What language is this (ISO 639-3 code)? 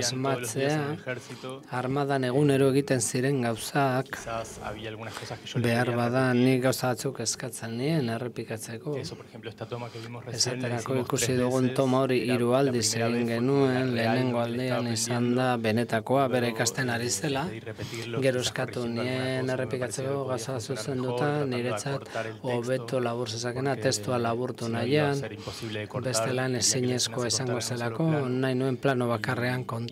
eus